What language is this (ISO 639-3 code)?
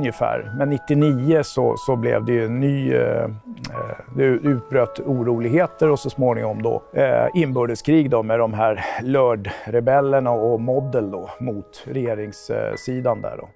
swe